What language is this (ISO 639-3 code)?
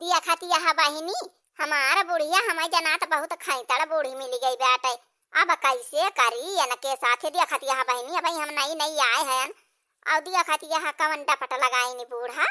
awa